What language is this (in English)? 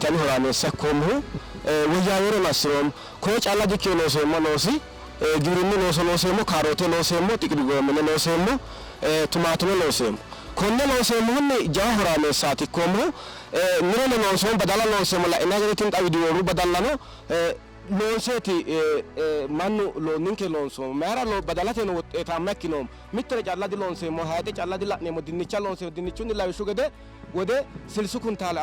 Sidamo